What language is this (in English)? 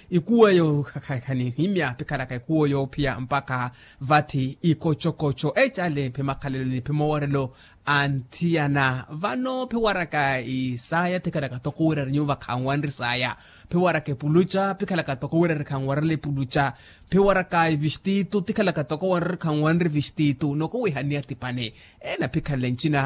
Makhuwa